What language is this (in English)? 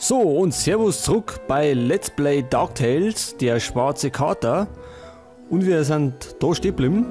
Bavarian